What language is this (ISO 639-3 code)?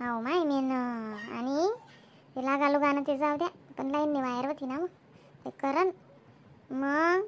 khn